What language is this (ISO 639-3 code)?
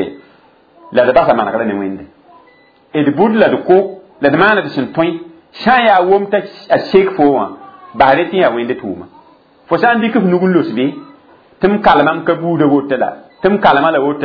mos